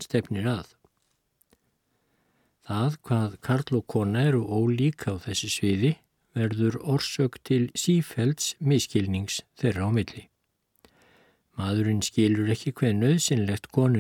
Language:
Icelandic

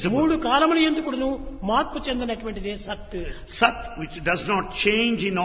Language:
Telugu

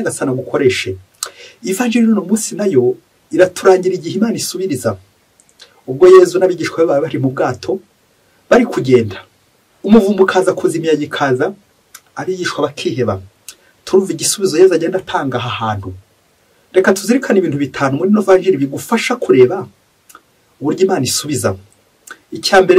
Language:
Kinyarwanda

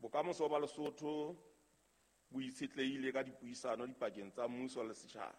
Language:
Southern Sotho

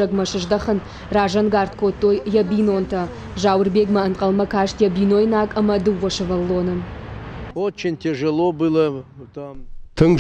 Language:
Ossetic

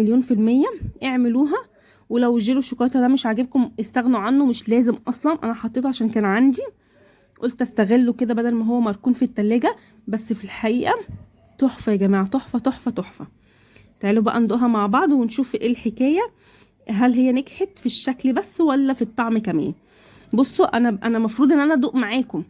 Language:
Egyptian Arabic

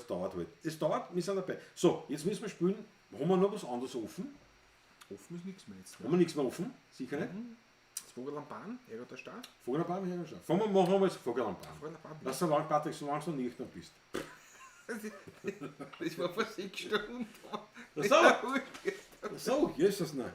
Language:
Bavarian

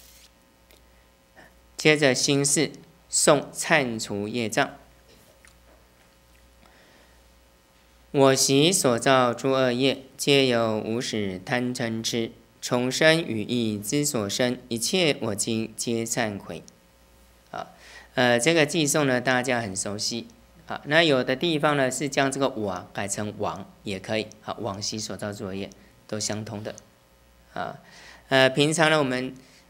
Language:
Chinese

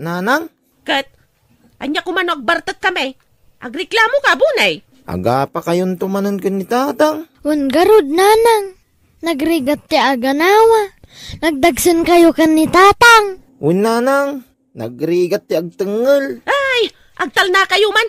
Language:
Iloko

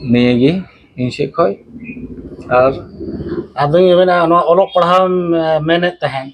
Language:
Santali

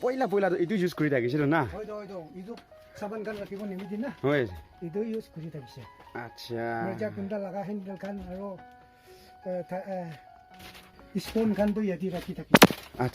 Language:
Naga Pidgin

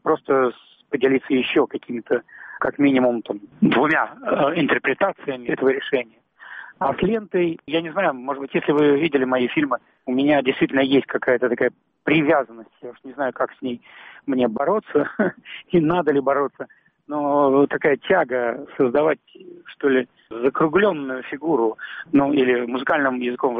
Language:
Russian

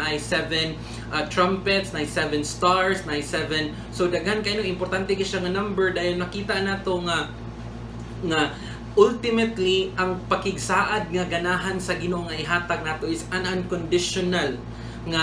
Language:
Cebuano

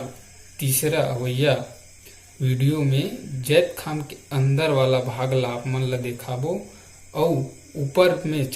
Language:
Chhattisgarhi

